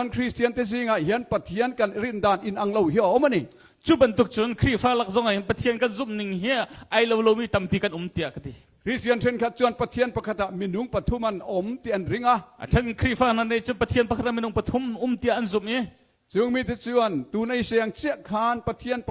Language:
Hakha Chin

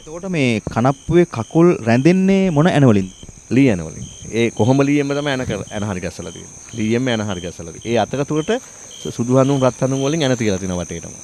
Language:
Sinhala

